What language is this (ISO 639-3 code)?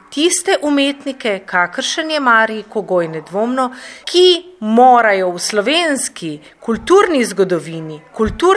slv